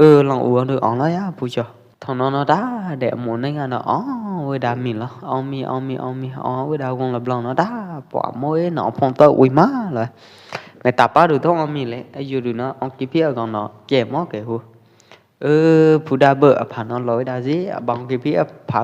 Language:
Pwo Eastern Karen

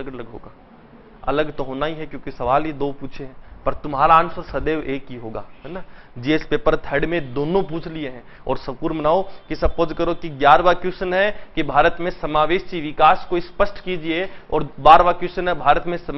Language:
Hindi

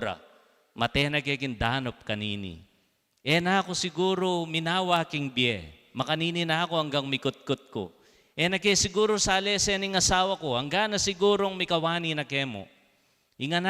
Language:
Pampanga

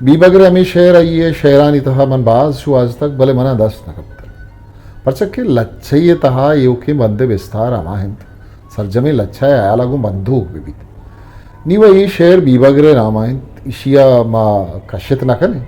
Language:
Eastern Balochi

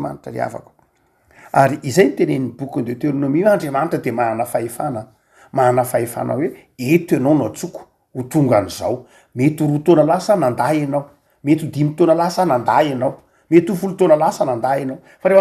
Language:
Malagasy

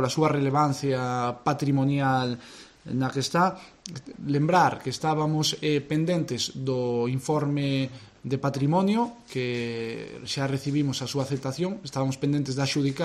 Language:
Galician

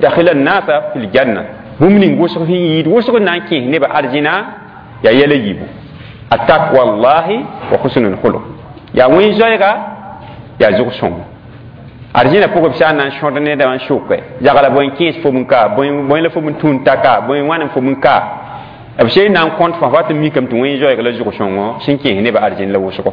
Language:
Mossi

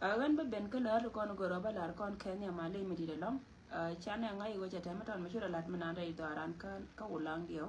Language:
Nuer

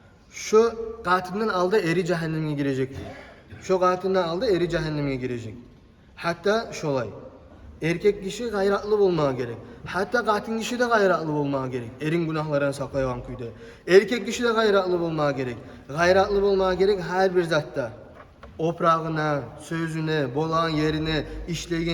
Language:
Kumyk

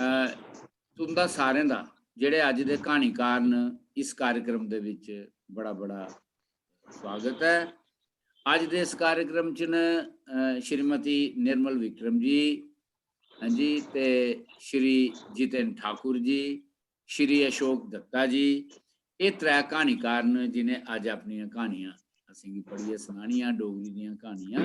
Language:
Dogri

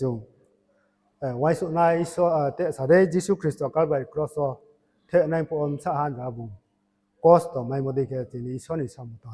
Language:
Riang (India)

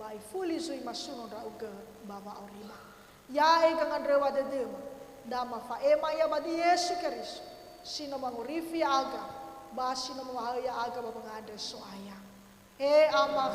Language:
Nias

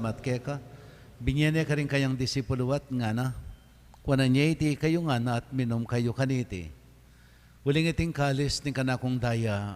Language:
Pampanga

